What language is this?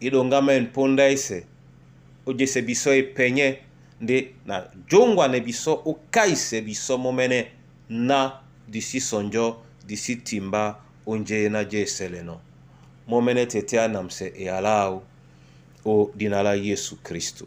Duala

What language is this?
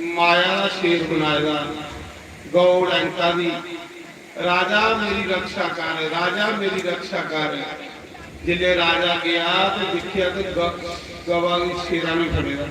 Dogri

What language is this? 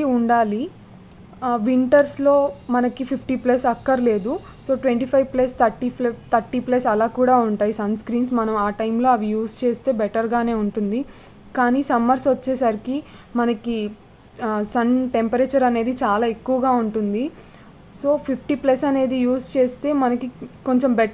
Telugu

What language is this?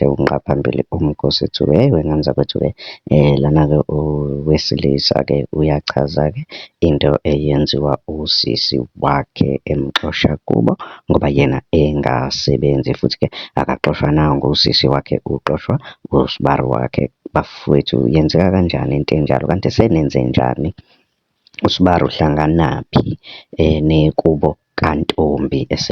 Zulu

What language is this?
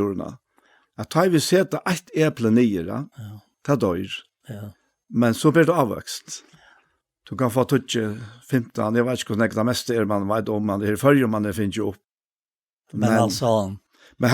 Faroese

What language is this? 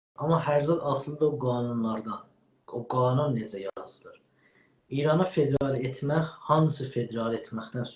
South Azerbaijani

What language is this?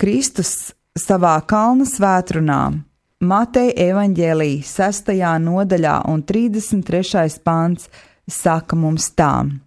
Latvian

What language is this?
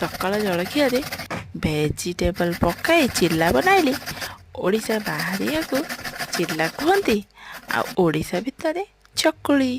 Odia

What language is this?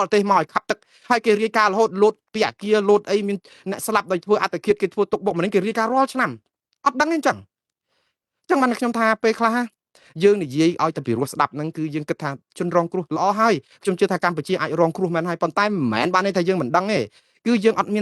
Khmer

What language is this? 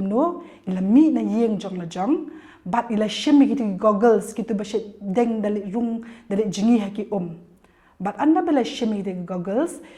Khasi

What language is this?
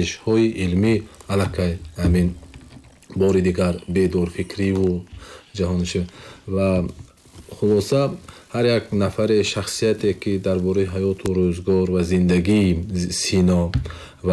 Tajik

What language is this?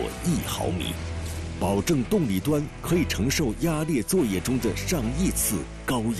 Chinese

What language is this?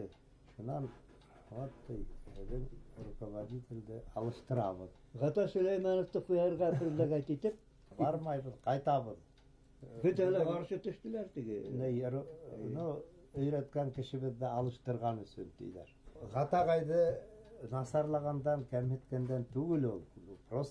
Bashkir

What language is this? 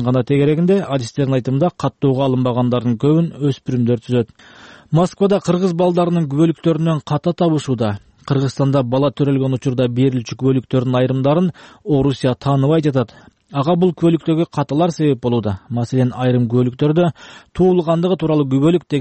Kyrgyz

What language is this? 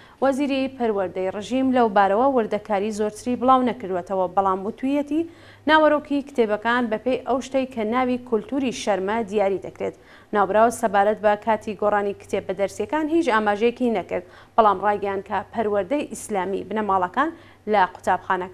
Central Kurdish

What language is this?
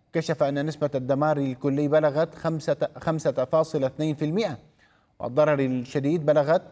Arabic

